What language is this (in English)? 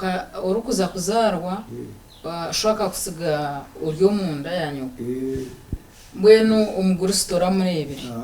Nyankole